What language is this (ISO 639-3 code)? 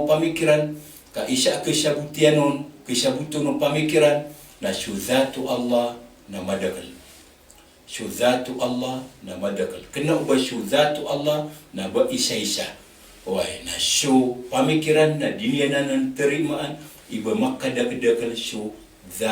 mrw